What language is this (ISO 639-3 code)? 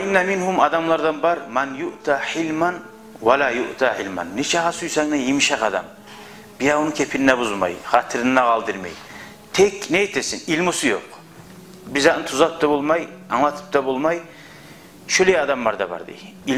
kum